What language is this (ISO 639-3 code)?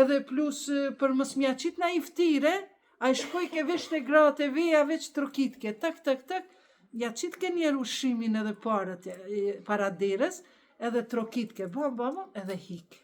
sqi